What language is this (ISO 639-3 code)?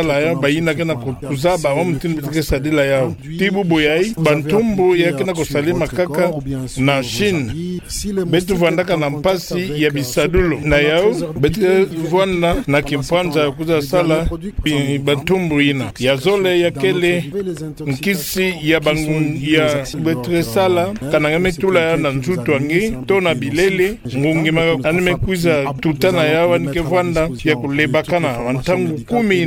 ktu